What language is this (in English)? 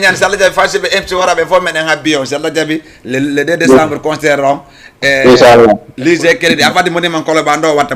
Fula